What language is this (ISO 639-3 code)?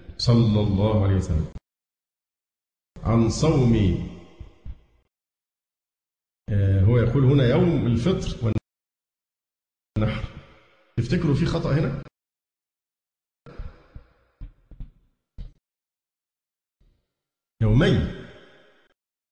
ara